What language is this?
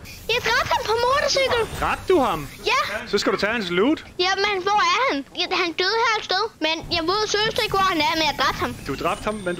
Danish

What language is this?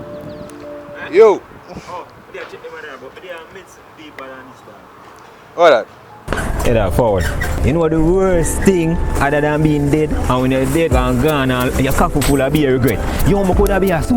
Jamaican Creole English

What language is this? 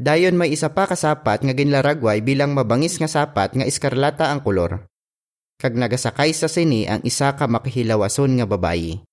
Hiligaynon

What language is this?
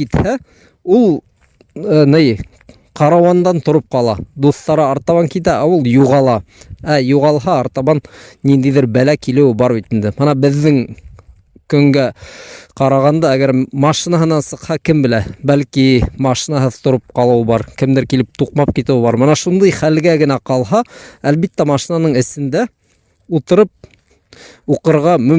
Bashkir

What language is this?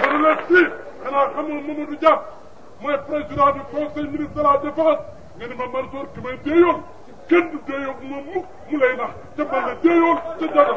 Wolof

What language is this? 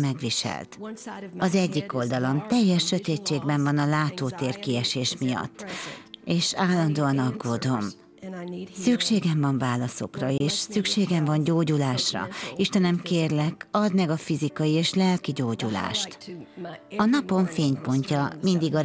Hungarian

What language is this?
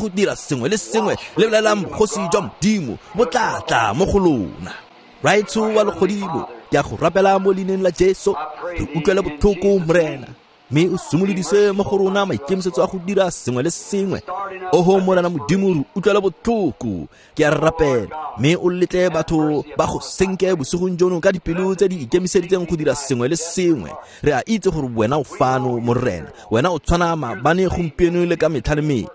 Tswana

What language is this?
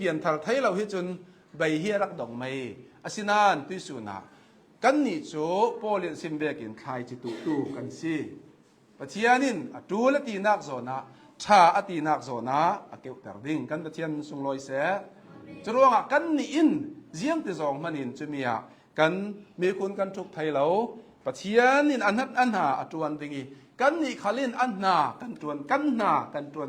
Hakha Chin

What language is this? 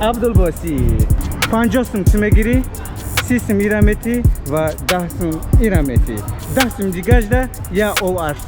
Tajik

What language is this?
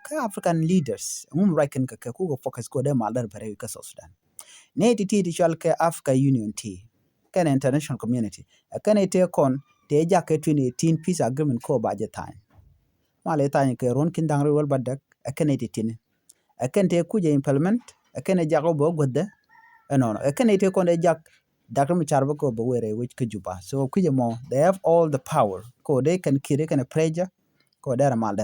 Nuer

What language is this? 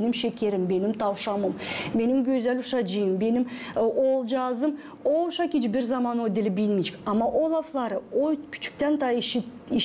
Gagauz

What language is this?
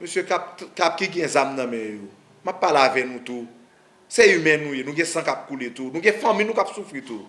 Haitian Creole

